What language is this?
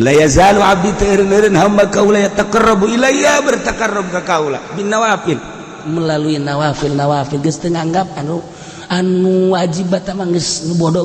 Sundanese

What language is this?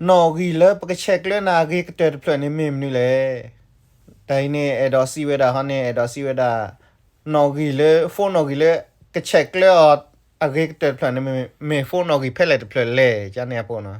S'gaw Karen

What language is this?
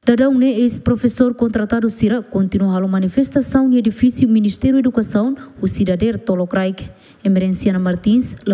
Tetum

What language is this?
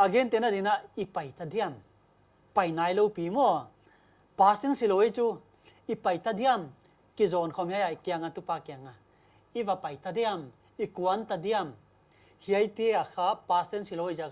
Paite Chin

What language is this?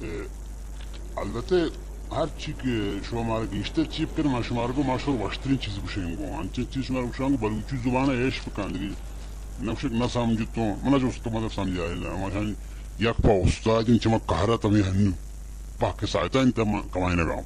Baluchi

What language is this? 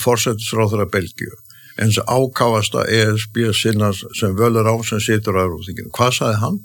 Icelandic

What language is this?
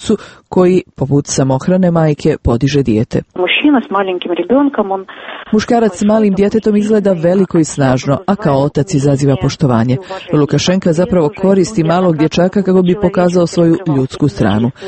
Croatian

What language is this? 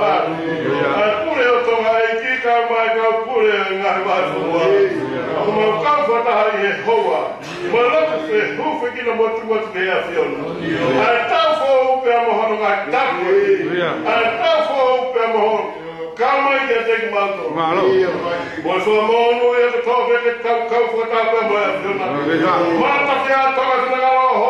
Tongan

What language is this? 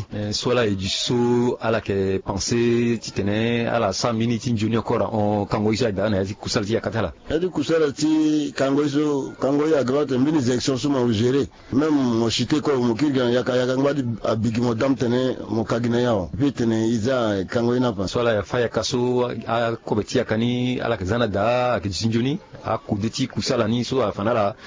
Sango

